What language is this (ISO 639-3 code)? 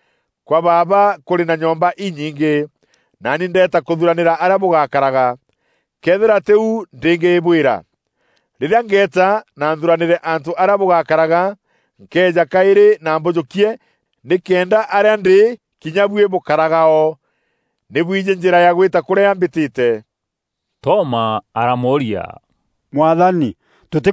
mer